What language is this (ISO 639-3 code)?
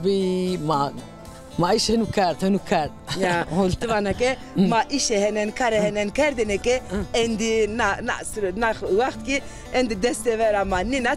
zza